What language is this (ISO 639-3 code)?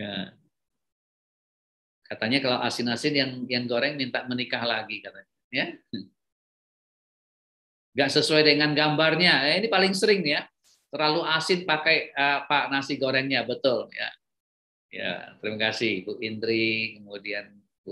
ind